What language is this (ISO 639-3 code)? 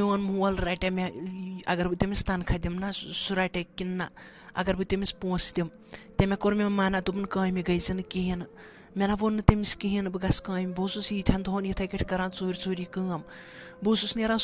kas